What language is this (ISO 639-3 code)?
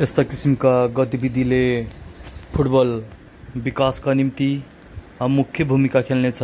nep